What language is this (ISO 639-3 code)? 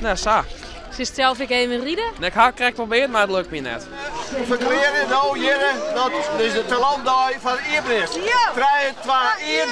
fry